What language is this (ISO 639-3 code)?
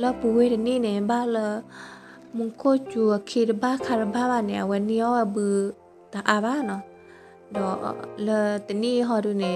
ksw